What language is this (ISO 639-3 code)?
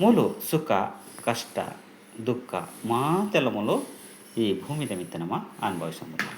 tcy